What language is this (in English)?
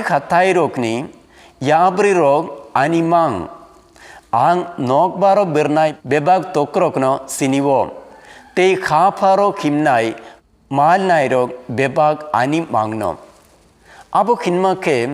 Kok Borok